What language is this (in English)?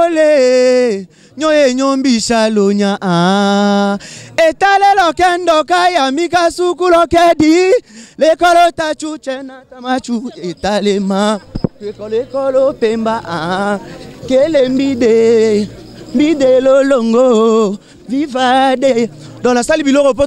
Lingala